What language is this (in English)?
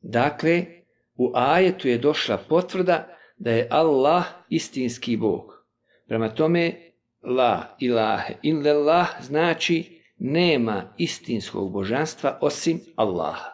Bosnian